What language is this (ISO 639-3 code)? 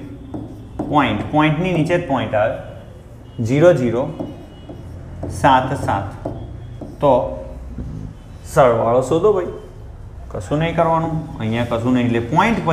guj